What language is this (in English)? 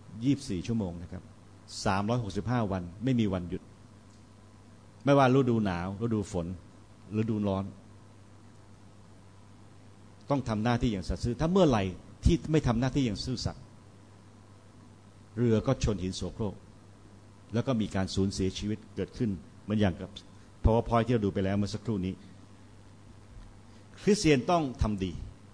Thai